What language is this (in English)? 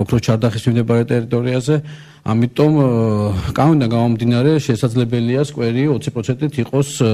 Georgian